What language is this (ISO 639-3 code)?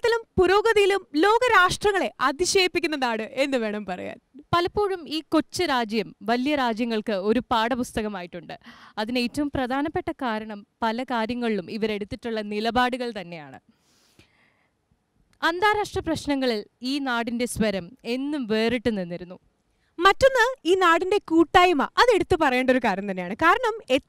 mal